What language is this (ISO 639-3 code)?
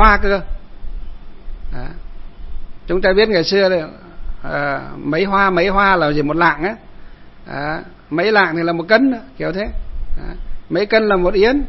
vie